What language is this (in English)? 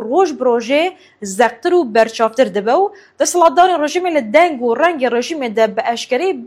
Kurdish